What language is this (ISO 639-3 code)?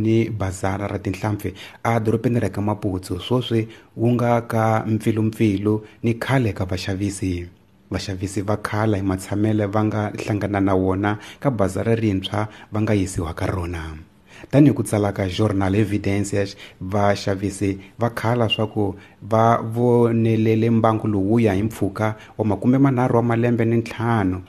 tso